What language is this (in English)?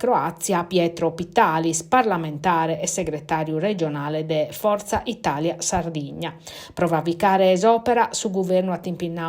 Sardinian